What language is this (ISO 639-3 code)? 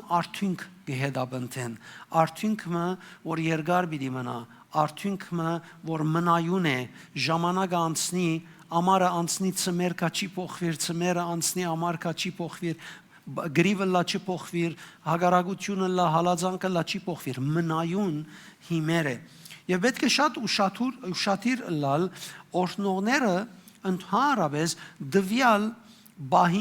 hyw